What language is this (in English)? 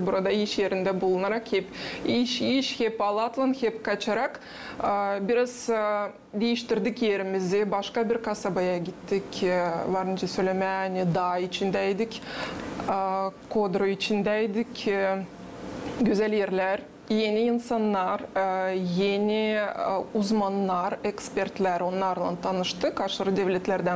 Gagauz